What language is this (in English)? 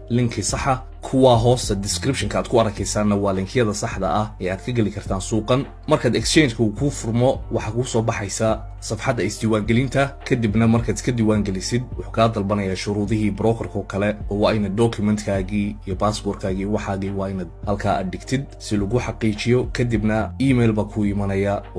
Somali